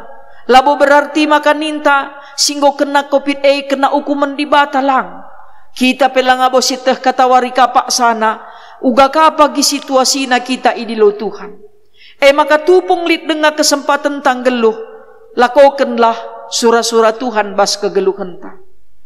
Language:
Batak Karo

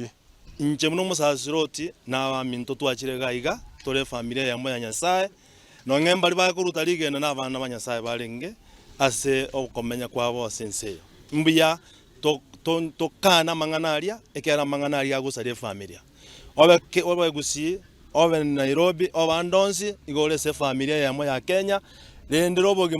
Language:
Gusii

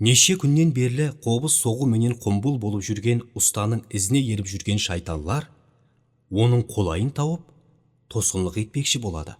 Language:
Kara-Kalpak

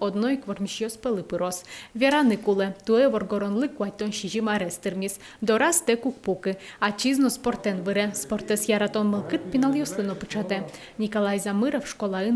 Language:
Udmurt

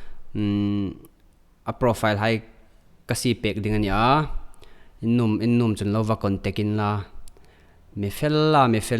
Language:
Hmar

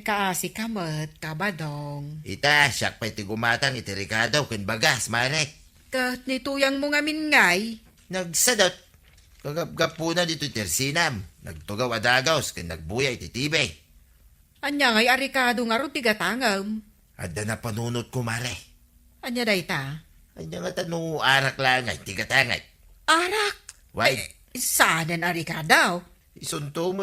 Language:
Iloko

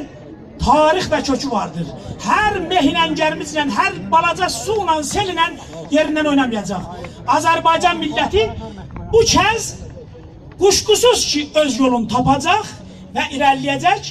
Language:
South Azerbaijani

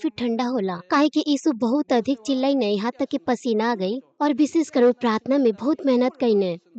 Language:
Bhojpuri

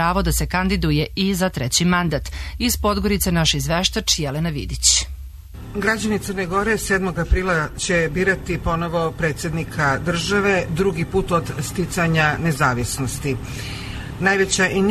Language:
Serbian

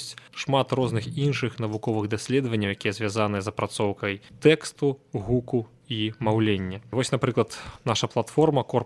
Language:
Belarusian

